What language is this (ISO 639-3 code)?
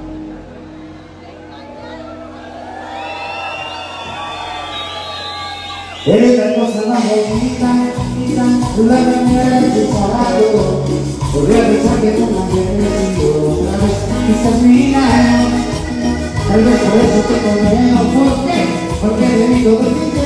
spa